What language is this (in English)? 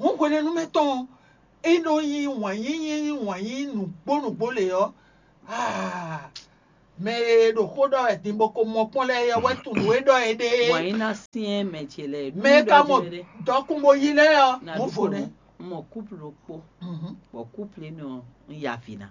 Fon